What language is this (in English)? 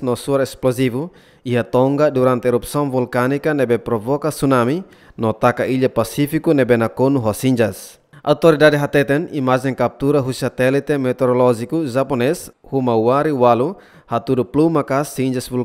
Tetum